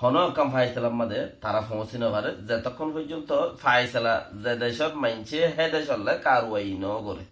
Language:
Rohingya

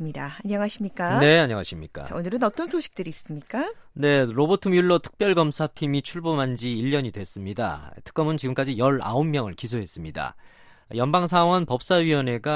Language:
Korean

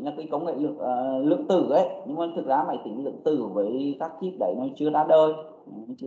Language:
Vietnamese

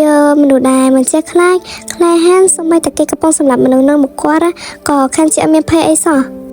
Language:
Khmer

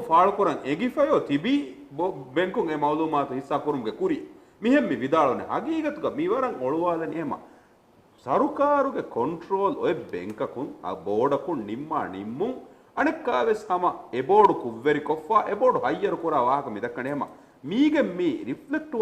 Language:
Divehi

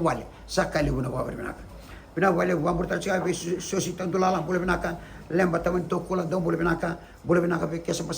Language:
Fijian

